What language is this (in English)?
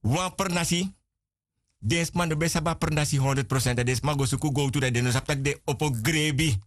Sranan Tongo